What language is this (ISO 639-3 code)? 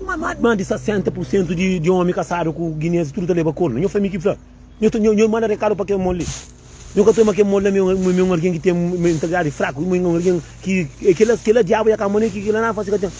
kea